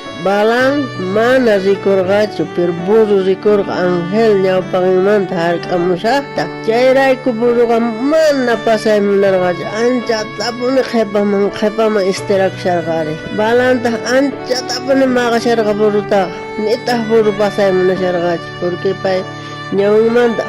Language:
South Bolivian Quechua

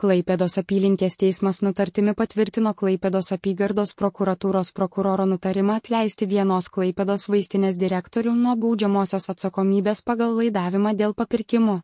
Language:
Lithuanian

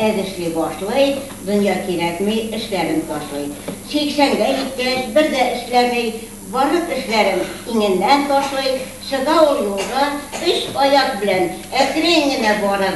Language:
Bashkir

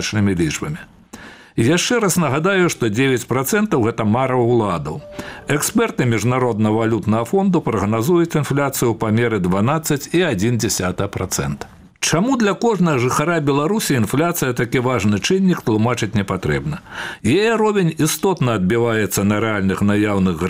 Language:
Belarusian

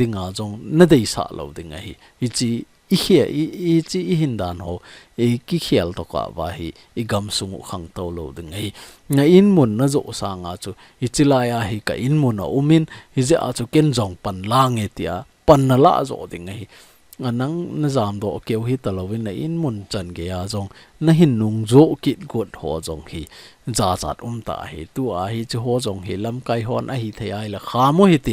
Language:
Thado Chin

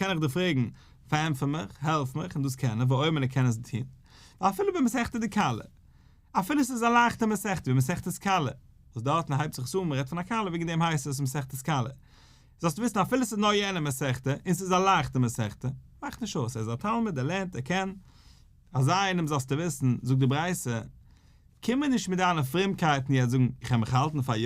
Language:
Yiddish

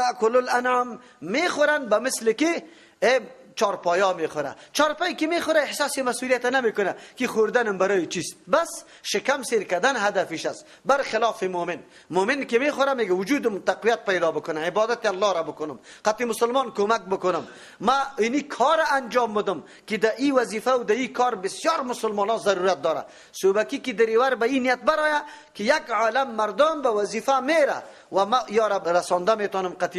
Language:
Persian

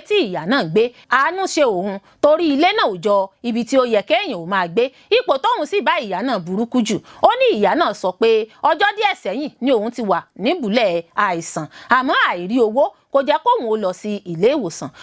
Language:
Yoruba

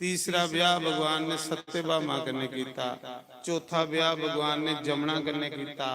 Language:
Dogri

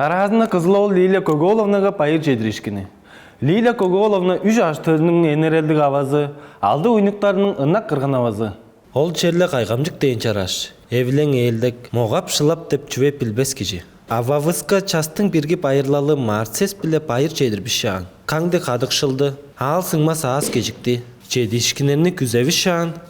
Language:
Tuvinian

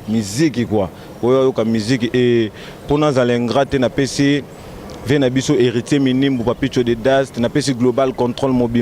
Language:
Lingala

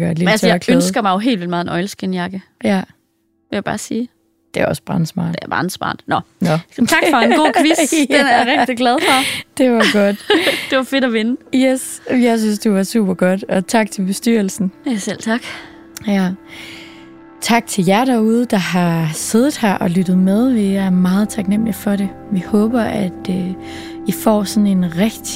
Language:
Danish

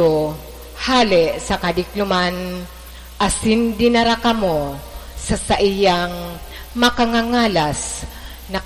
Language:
Bikol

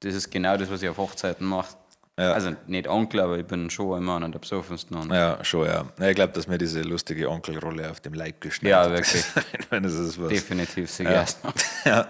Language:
Bavarian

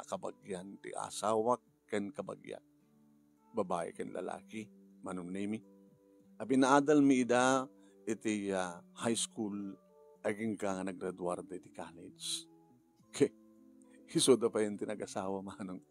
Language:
Iloko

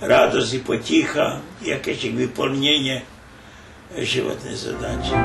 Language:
Rusyn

